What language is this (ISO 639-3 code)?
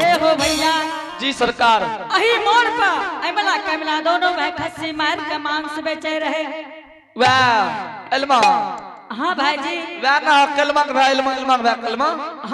anp